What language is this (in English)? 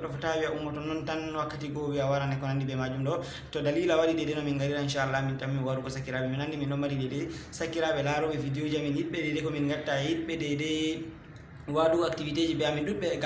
Fula